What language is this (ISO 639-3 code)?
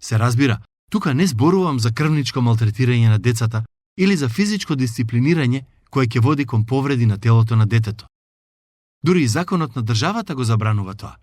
mkd